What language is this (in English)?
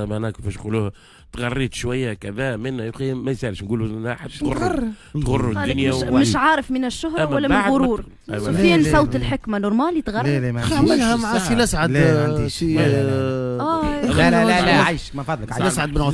Tunisian Arabic